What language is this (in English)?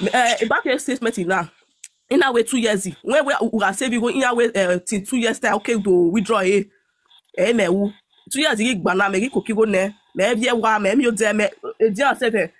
Nigerian Pidgin